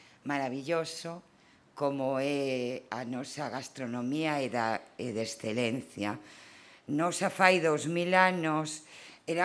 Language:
Galician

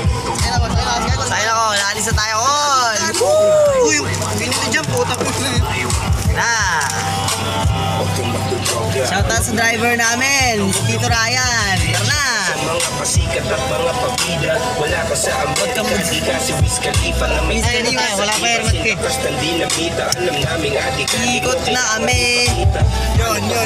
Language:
Filipino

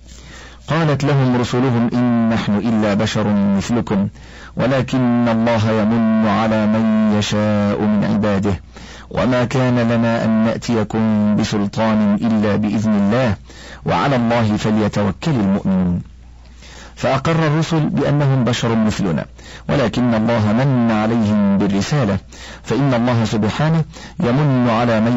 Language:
Arabic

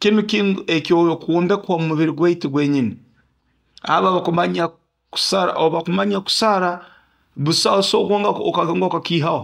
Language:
Nyoro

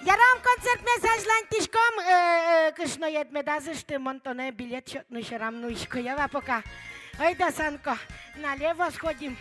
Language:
Udmurt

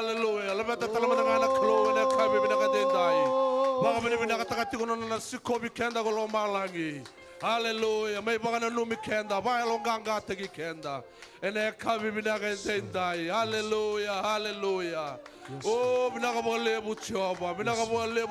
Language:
Fijian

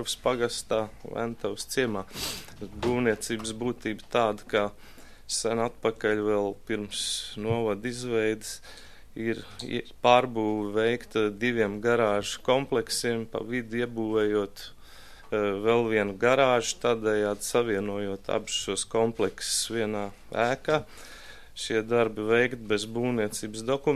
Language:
Latvian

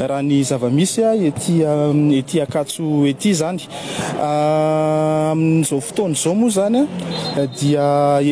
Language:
Malagasy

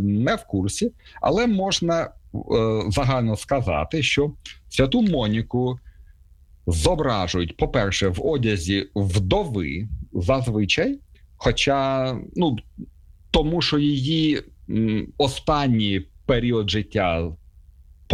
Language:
Ukrainian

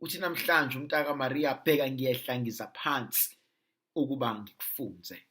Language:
Zulu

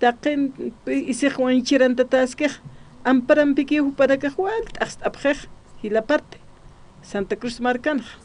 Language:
Aymara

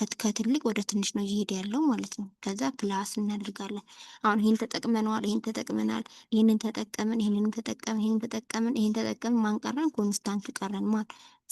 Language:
Amharic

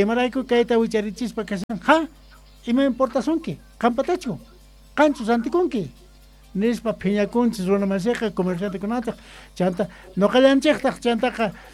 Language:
Quechua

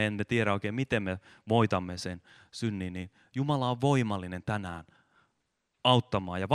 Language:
Finnish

